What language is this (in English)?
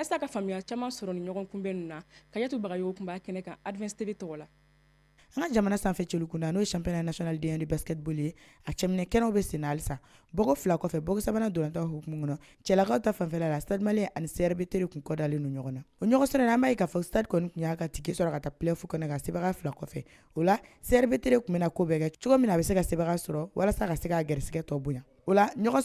Bambara